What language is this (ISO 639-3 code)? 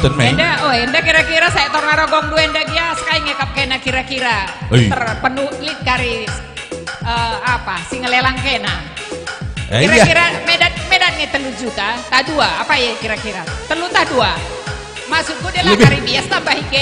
btx